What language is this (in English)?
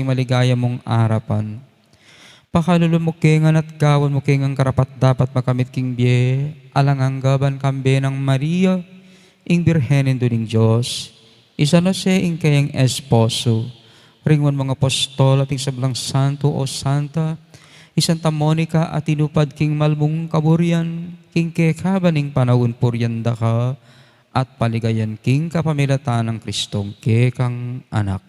Pampanga